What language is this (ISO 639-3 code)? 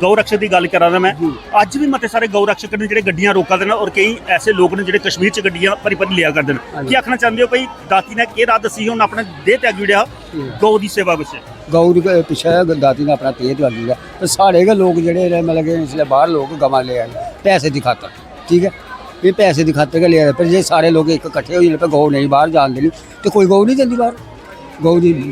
doi